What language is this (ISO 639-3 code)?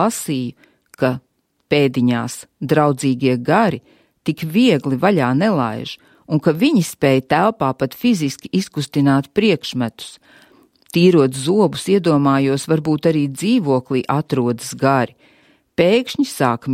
lav